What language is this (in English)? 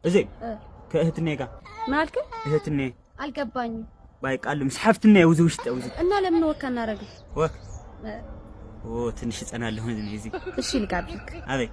Tigrinya